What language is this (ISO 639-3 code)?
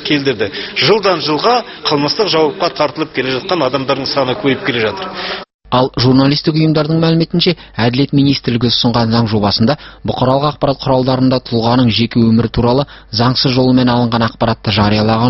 kaz